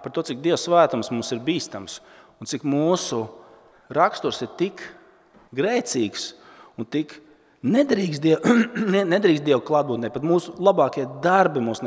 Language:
Latvian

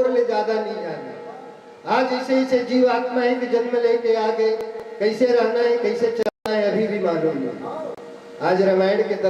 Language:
Chhattisgarhi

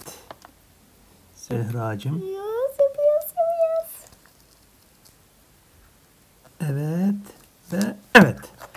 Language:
Turkish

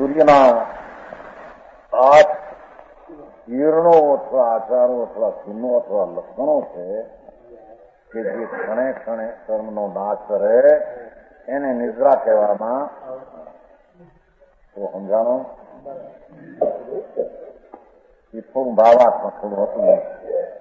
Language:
Gujarati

